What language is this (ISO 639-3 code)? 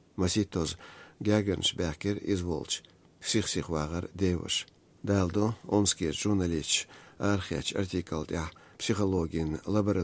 che